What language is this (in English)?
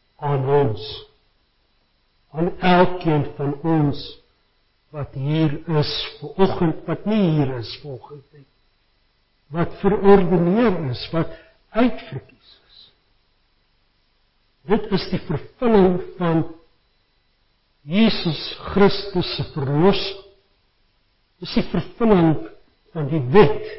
Afrikaans